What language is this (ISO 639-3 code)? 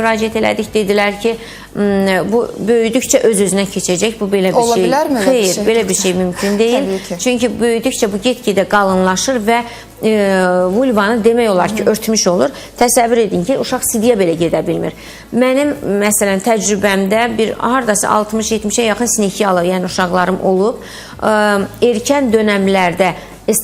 aze